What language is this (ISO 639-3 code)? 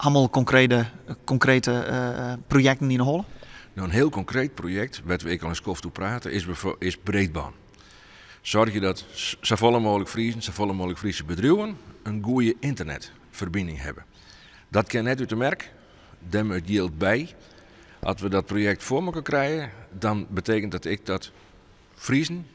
fry